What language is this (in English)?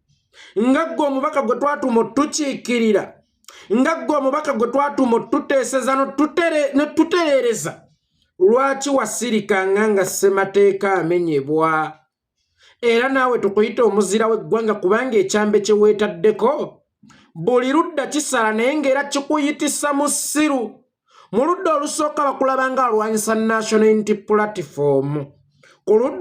Ganda